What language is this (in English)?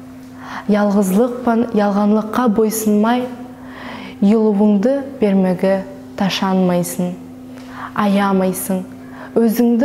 Nogai